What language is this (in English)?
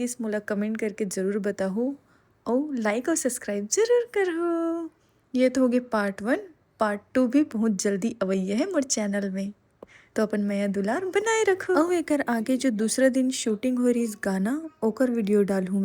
Chhattisgarhi